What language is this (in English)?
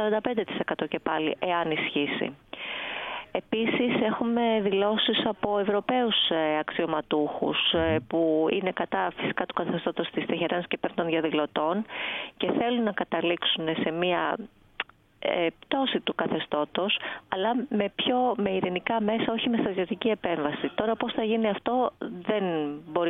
Greek